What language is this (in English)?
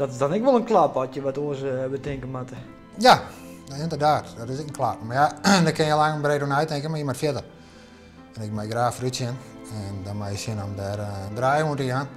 Western Frisian